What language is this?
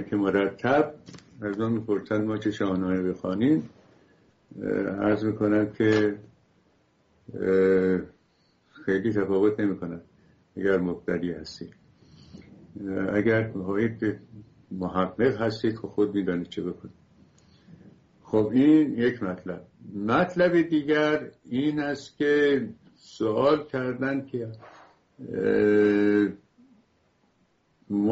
Persian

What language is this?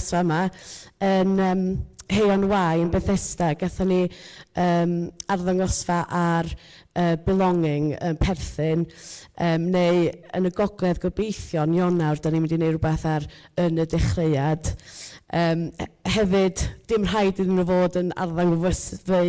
Welsh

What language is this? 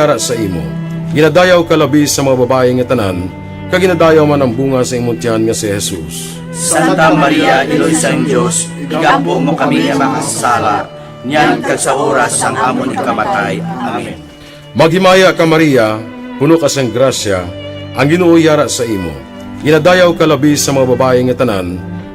Hiligaynon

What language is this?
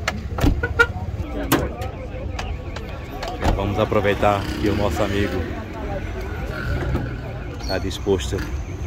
Portuguese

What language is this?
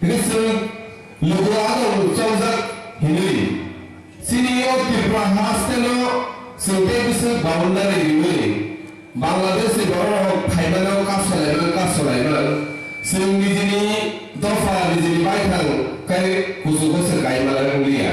Kok Borok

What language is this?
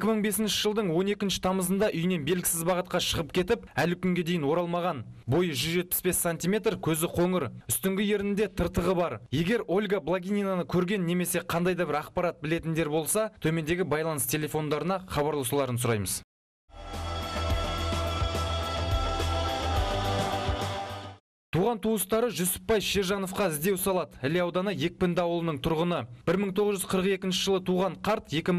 Kazakh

